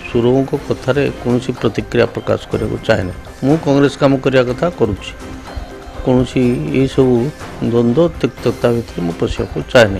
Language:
Odia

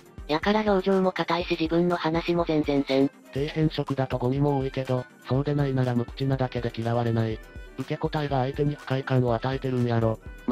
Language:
Japanese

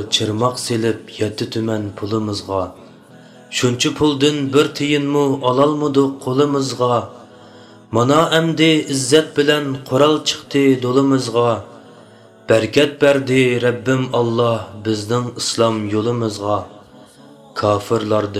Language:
Uyghur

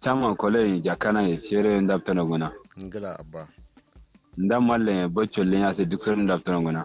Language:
Kanuri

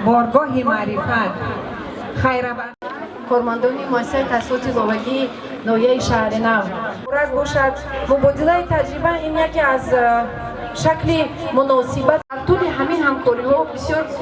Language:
Tajik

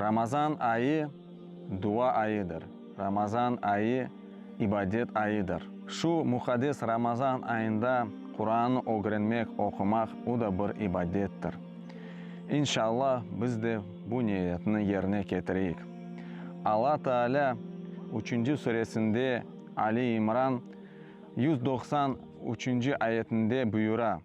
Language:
Crimean Tatar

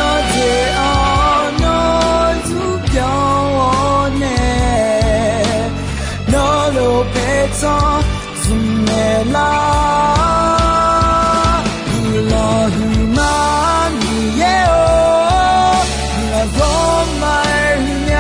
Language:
Akha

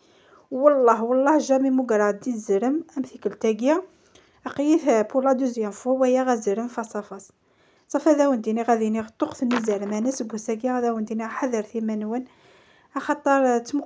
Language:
Kabyle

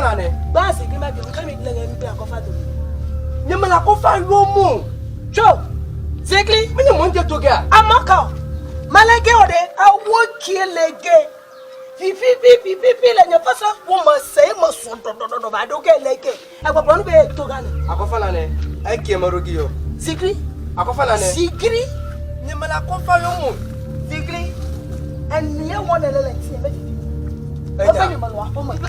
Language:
Ewe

